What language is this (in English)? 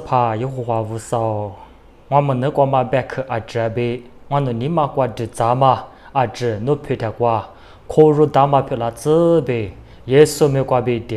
Lisu